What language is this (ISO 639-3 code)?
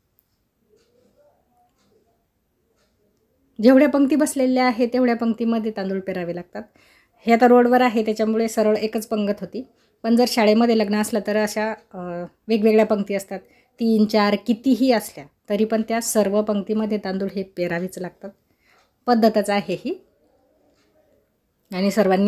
mar